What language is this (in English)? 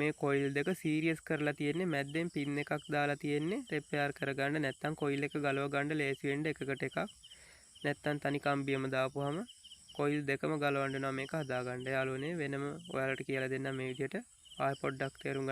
Sinhala